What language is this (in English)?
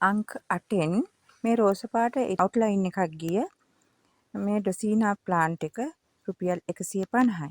Sinhala